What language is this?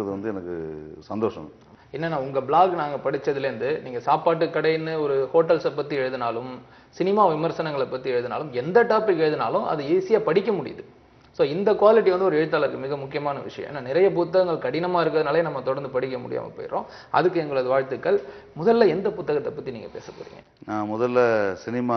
Tamil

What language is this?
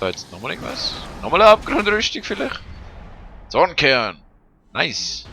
Swiss German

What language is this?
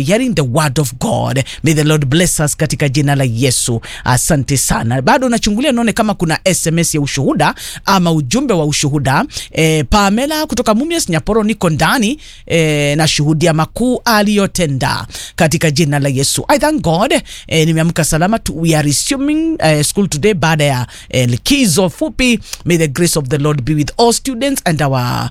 Swahili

